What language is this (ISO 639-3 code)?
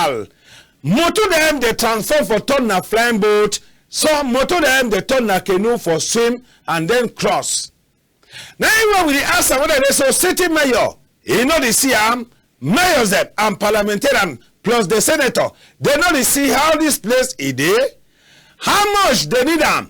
wes